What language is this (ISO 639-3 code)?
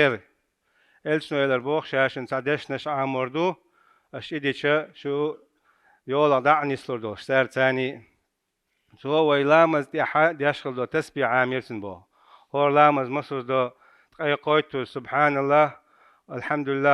che